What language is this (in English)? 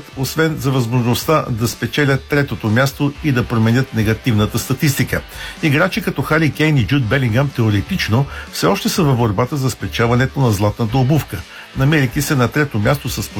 Bulgarian